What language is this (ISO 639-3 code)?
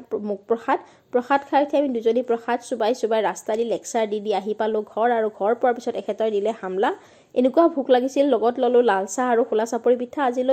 asm